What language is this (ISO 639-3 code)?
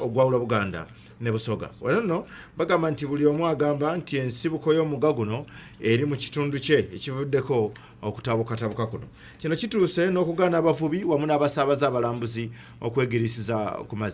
lug